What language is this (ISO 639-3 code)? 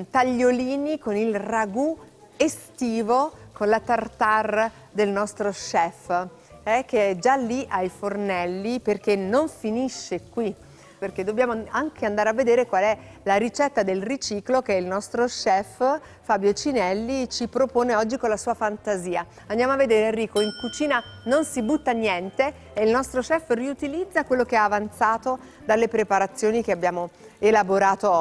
ita